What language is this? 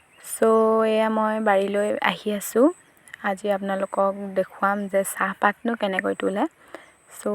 Assamese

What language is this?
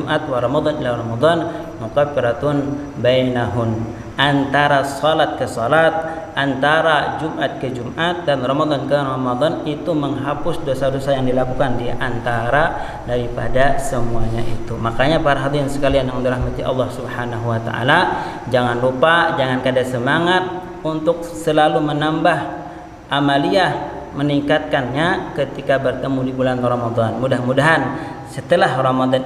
Banjar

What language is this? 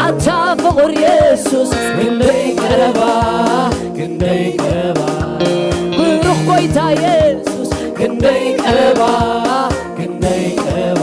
Tigrinya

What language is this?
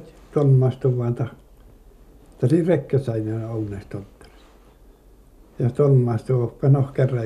Finnish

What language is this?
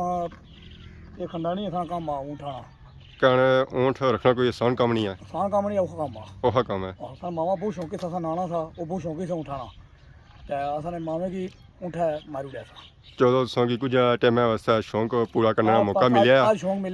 Pahari-Potwari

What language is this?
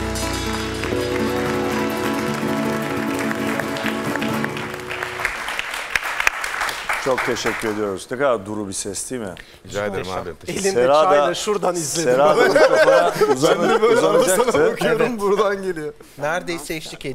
Turkish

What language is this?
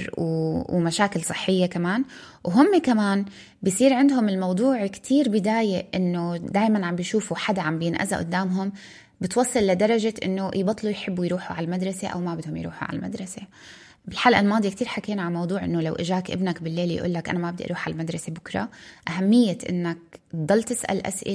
North Levantine Arabic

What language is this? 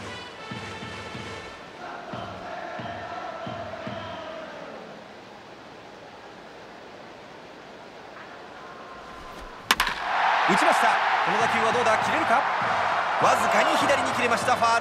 Japanese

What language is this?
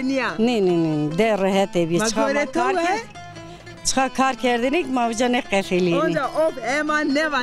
Zaza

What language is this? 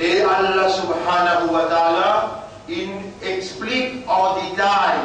Morisyen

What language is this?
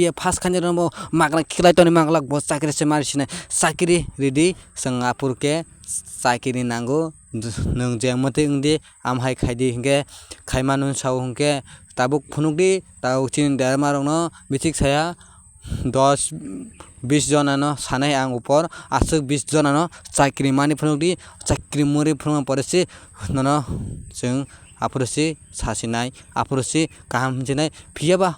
Kok Borok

